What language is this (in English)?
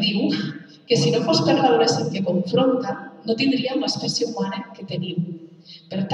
Catalan